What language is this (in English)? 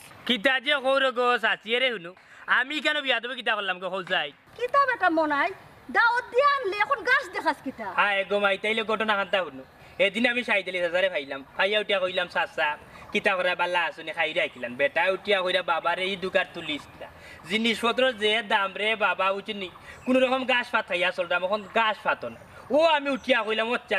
Sylheti